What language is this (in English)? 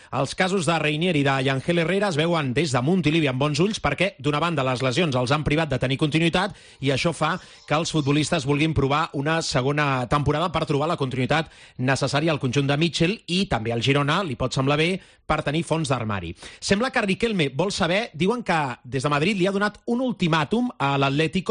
Catalan